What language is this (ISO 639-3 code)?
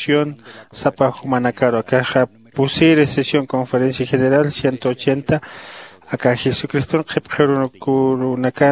aym